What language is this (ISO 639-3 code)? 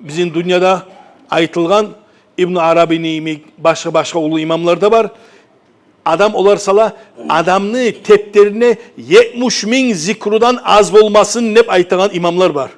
kum